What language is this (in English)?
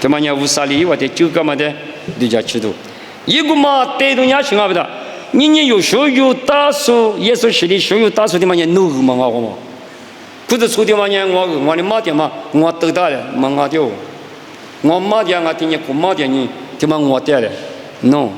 Lisu